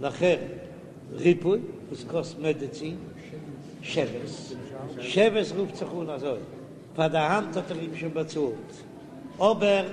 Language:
Yiddish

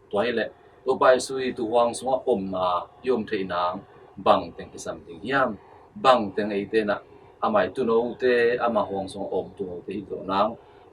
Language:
Tedim Chin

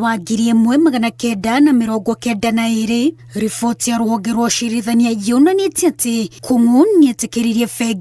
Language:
Kikuyu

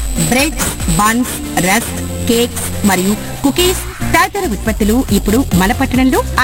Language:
Telugu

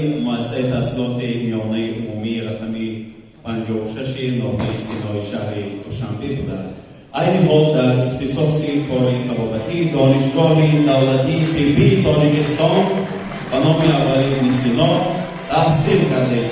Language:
Tajik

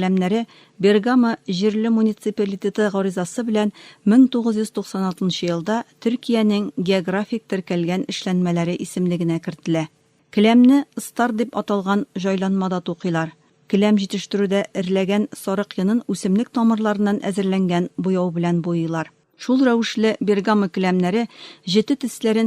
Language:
Tatar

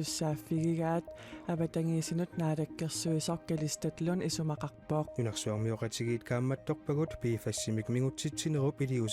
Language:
Kalaallisut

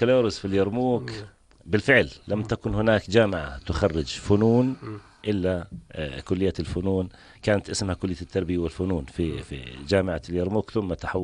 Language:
North Levantine Arabic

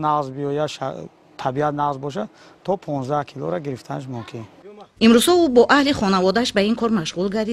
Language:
Tajik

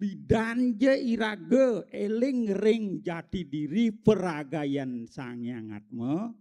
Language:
Balinese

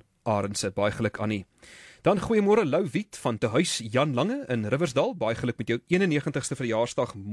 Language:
Afrikaans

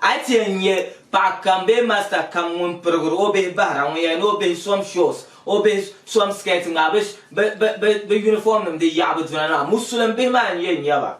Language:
Dagbani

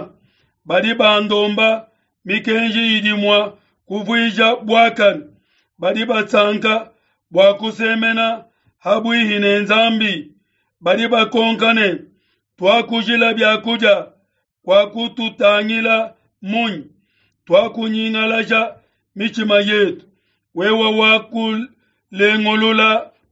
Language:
Luba-Lulua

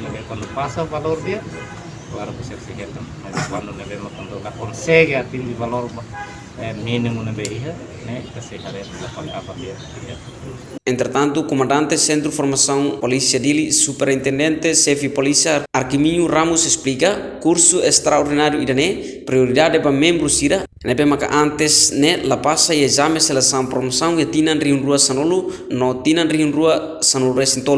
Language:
Tetum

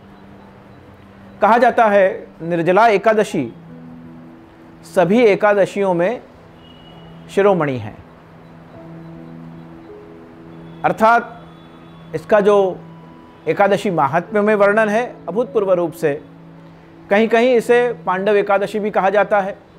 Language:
Hindi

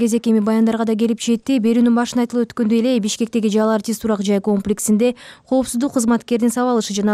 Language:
Kyrgyz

